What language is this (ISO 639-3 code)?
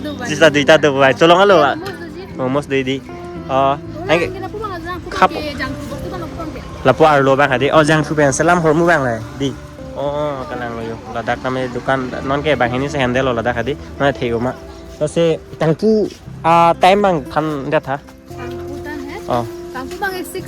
mjw